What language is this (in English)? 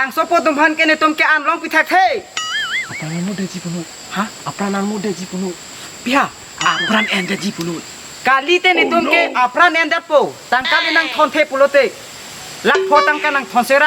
Karbi